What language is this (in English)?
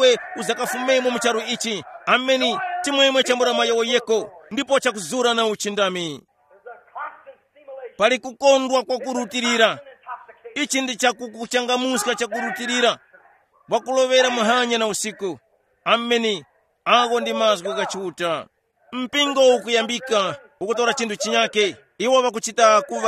Tumbuka